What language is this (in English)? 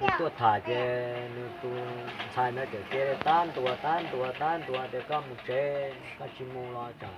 Hmong